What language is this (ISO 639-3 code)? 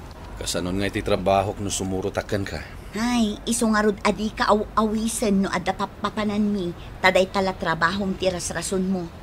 ilo